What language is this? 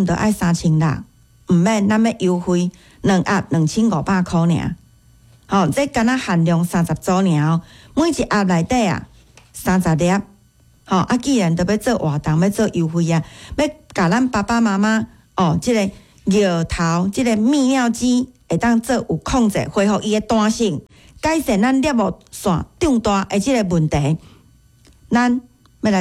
Min Nan Chinese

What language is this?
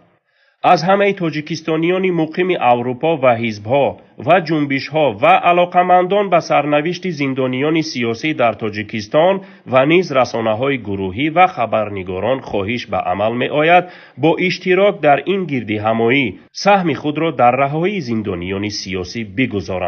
Tajik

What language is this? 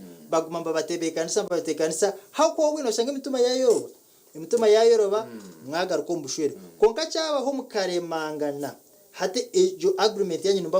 Nyankole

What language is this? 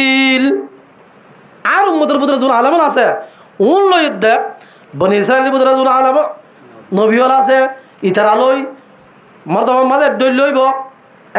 Rohingya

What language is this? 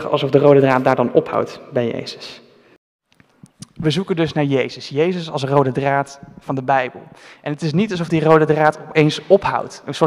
Dutch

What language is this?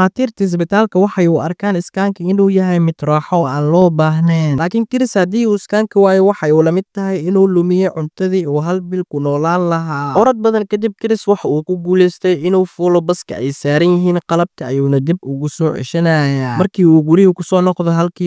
Somali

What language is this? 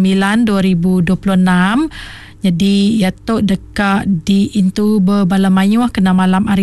Iban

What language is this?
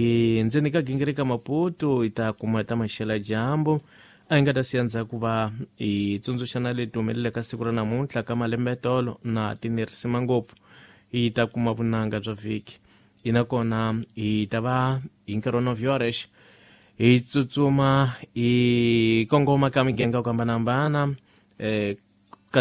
Tsonga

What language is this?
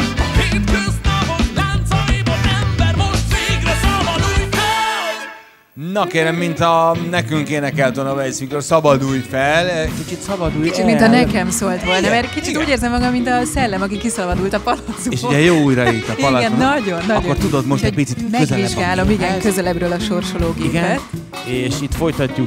Hungarian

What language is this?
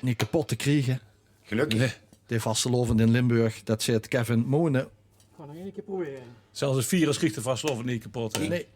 Limburgish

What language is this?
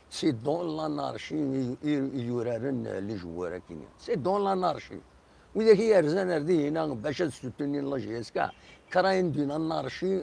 Kabyle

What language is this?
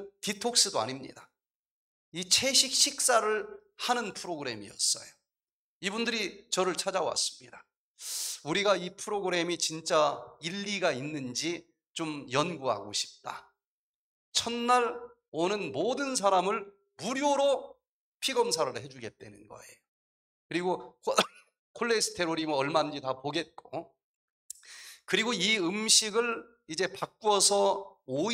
Korean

